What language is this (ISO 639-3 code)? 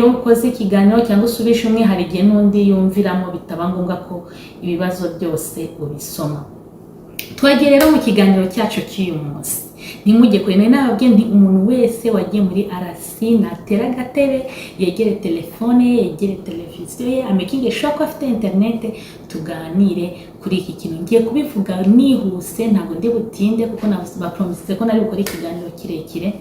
kin